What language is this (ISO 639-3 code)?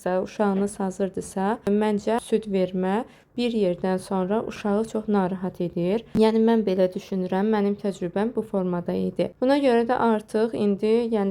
aze